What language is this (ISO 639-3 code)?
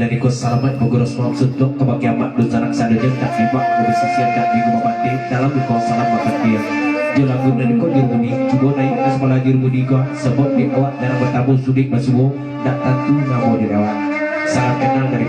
min